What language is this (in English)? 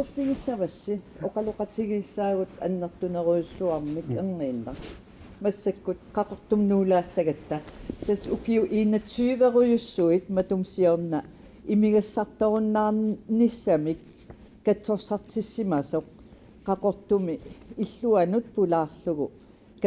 Kalaallisut